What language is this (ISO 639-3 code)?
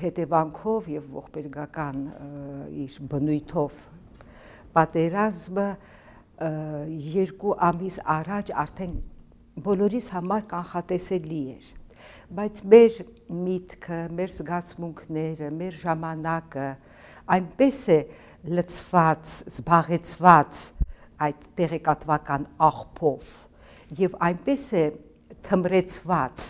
hye